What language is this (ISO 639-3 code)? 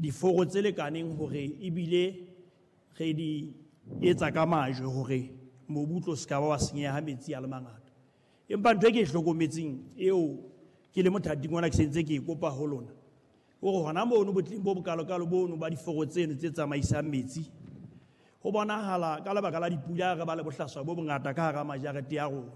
sot